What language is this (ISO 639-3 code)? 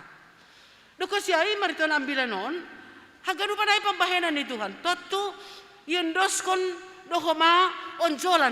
bts